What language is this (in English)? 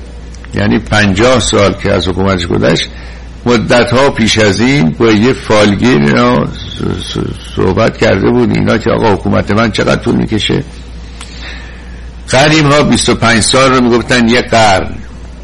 Persian